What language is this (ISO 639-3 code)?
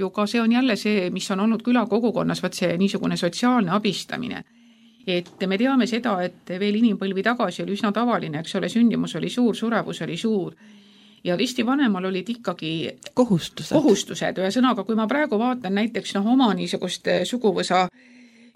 est